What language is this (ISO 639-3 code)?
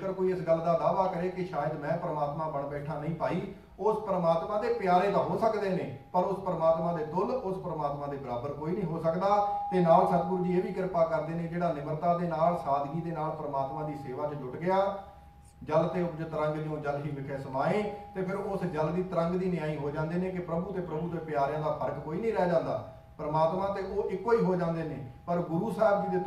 pan